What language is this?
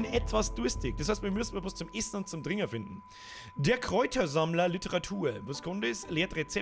Bavarian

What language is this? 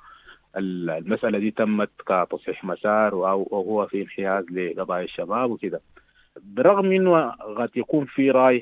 Sudanese Arabic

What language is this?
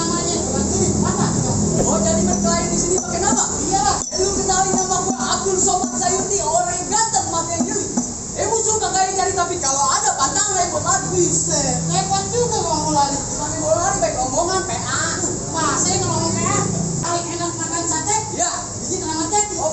Betawi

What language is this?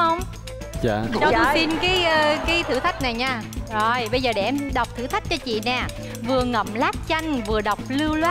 Vietnamese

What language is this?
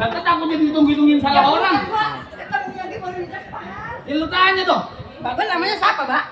Betawi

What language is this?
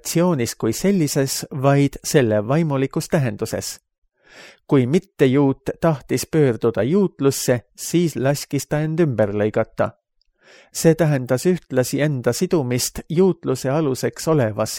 Estonian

